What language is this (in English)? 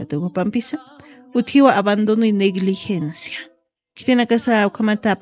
Aymara